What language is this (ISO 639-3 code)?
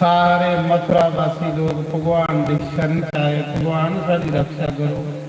doi